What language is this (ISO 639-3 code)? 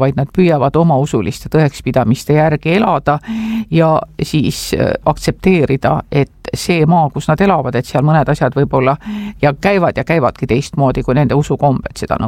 est